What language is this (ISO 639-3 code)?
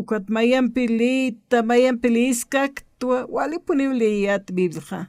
aym